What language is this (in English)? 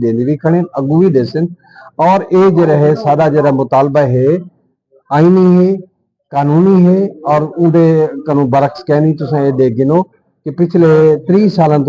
Saraiki